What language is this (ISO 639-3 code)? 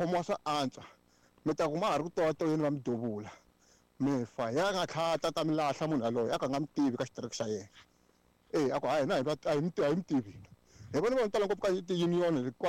tso